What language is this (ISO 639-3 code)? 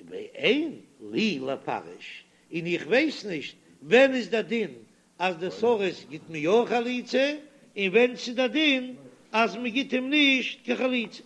yid